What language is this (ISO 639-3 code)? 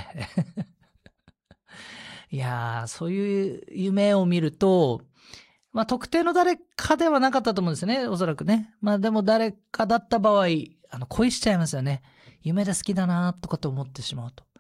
jpn